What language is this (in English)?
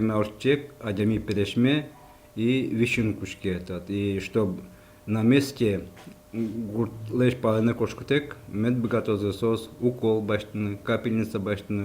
Udmurt